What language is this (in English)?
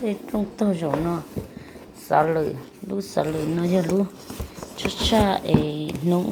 Hmong